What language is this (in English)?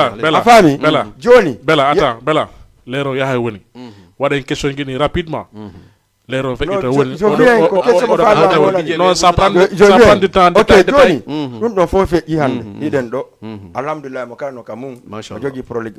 Fula